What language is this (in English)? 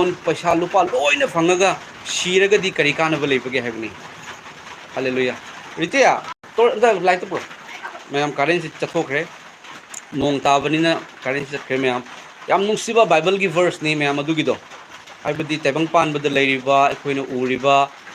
Manipuri